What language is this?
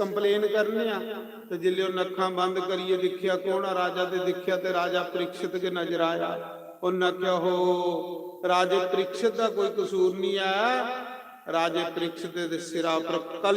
Dogri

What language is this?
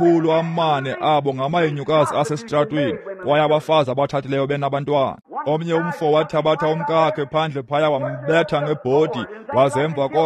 Xhosa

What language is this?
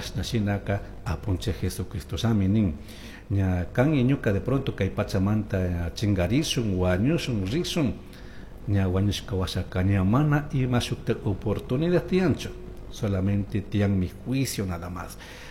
Chimborazo Highland Quichua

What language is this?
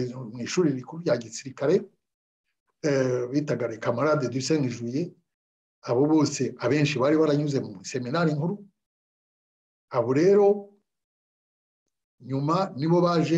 Kinyarwanda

